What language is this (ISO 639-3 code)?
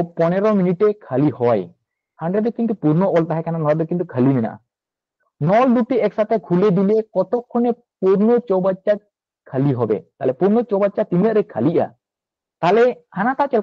sat